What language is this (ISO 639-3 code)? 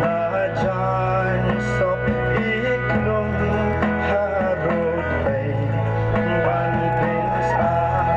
kha